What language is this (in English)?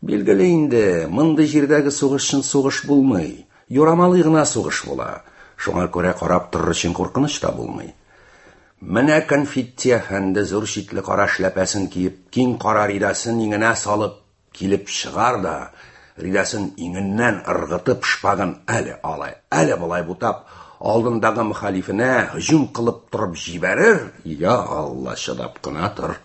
Tatar